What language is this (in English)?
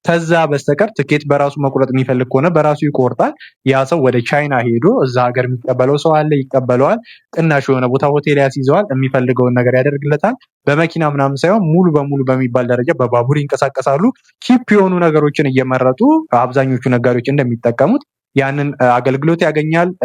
Amharic